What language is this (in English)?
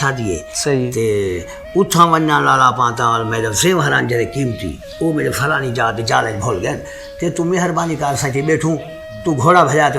Saraiki